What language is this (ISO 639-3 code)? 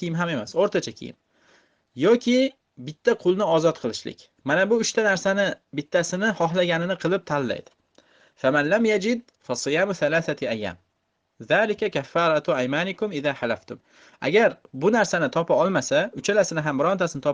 uzb